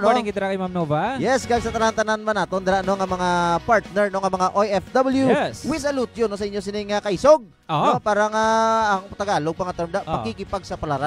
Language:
Hiligaynon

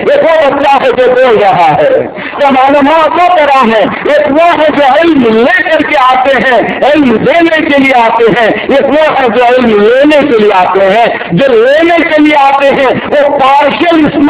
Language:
Urdu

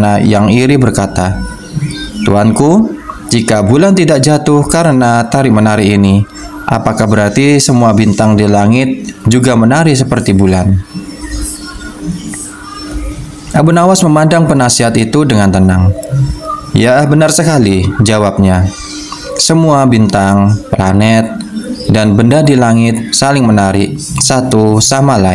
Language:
Indonesian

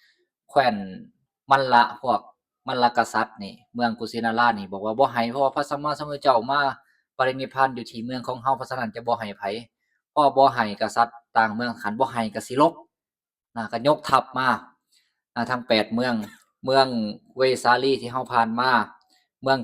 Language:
Lao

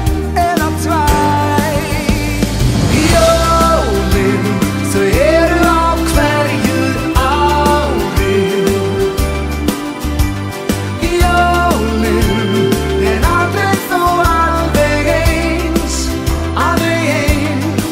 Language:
Icelandic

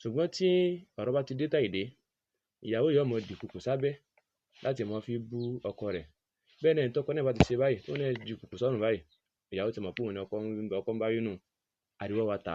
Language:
Yoruba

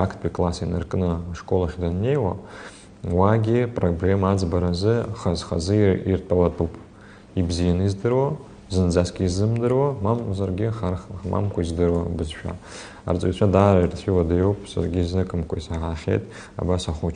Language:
Abkhazian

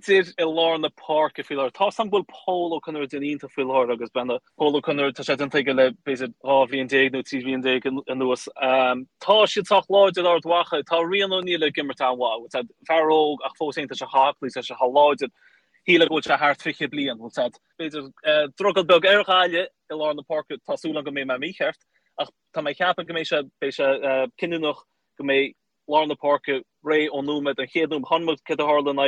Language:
Irish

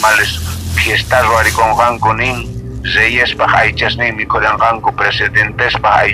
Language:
South Bolivian Quechua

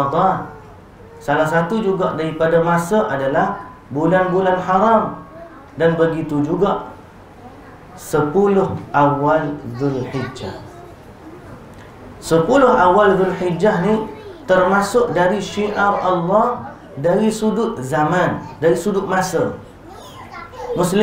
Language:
Malay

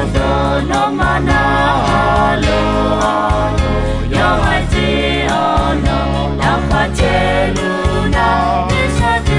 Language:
Akha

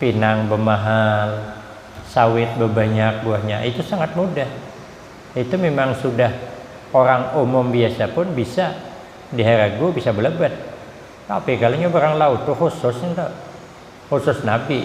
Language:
Banjar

